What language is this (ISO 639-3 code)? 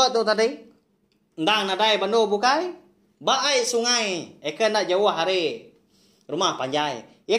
iba